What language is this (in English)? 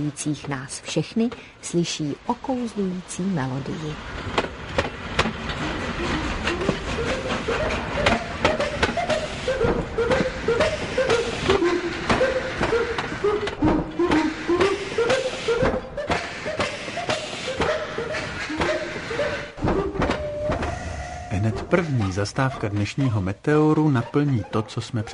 Czech